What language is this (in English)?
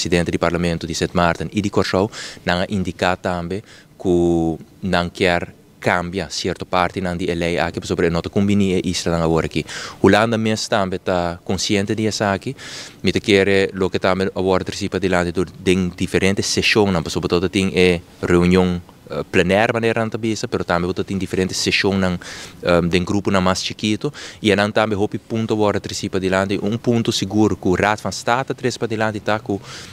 Papiamento